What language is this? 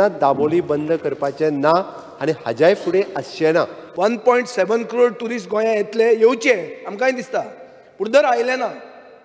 Konkani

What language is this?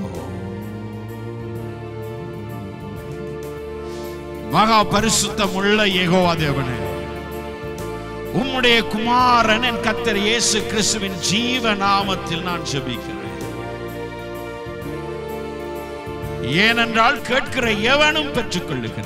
Tamil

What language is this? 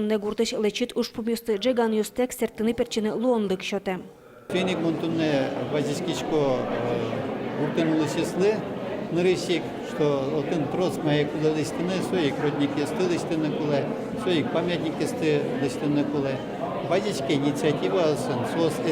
Udmurt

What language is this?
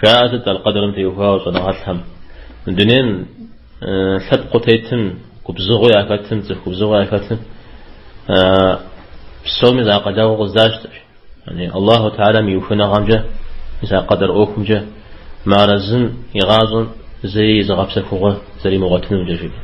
Kabardian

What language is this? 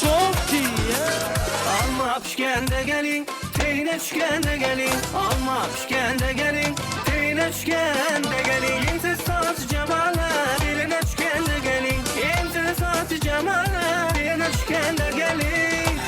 Turkmen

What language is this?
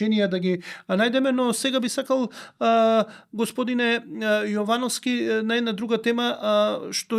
Macedonian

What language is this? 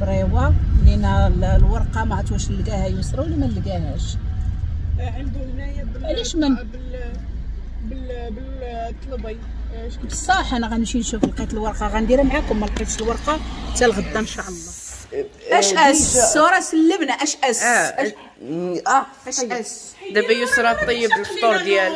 Moroccan Arabic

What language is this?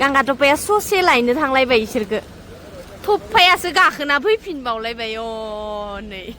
Bodo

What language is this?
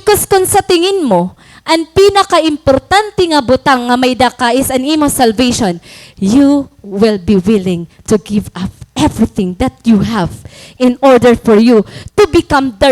Waray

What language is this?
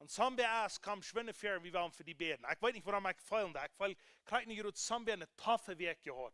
Plautdietsch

